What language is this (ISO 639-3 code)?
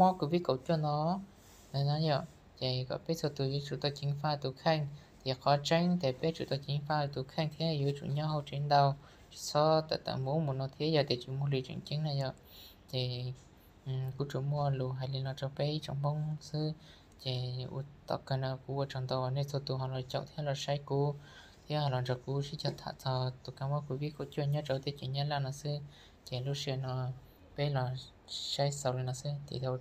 hmn